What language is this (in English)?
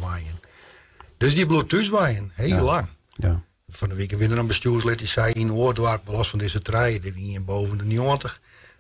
Western Frisian